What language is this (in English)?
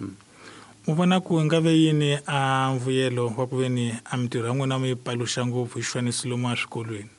Tsonga